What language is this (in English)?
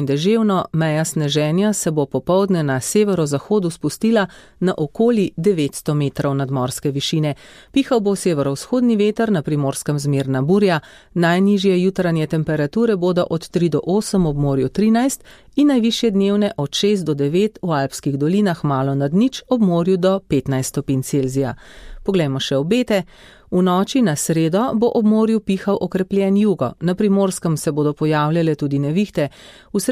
Slovenian